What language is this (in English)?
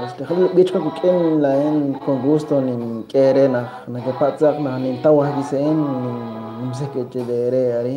Kekchí